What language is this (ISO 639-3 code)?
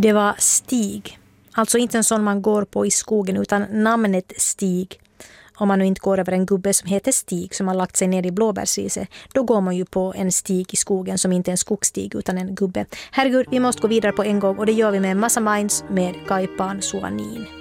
swe